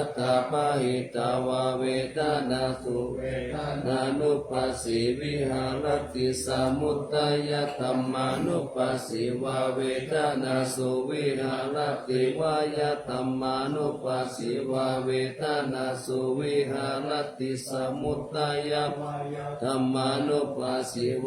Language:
Pali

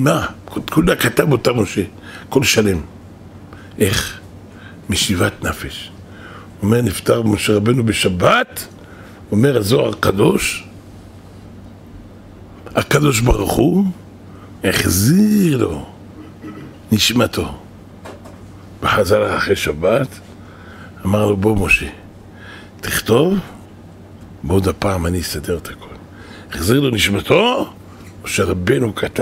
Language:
Hebrew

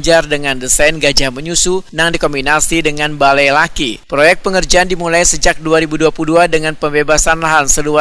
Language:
Banjar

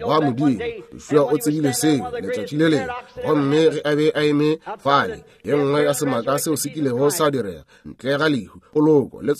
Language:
Northern Sotho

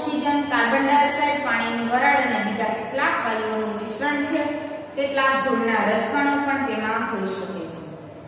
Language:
Gujarati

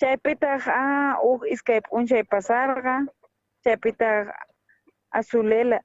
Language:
South Bolivian Quechua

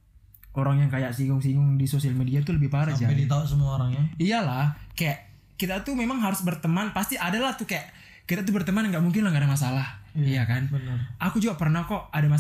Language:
Indonesian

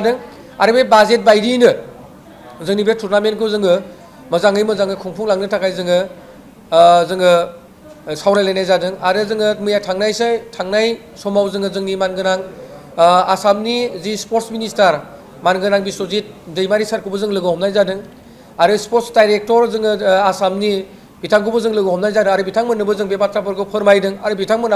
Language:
Bodo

